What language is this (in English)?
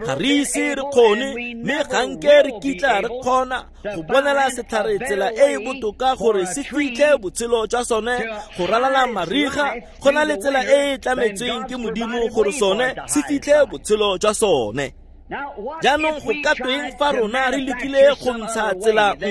Tswana